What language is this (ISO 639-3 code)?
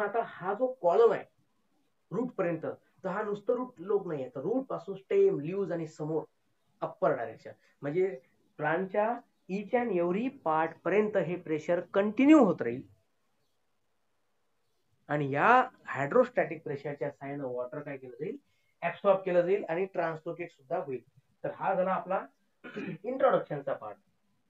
mar